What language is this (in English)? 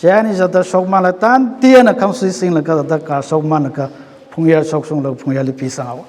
Tangkhul Naga (India)